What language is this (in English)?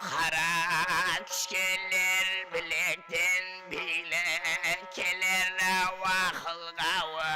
Kara-Kalpak